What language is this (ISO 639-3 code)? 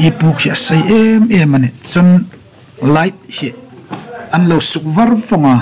hmr